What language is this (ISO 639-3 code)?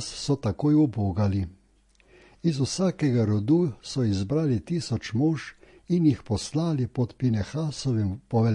slv